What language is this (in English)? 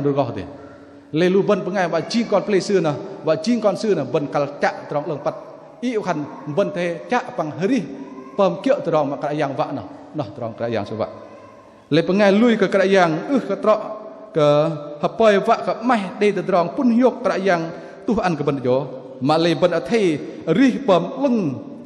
Bahnar